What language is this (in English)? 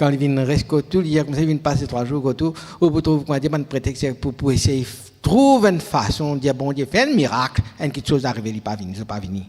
Morisyen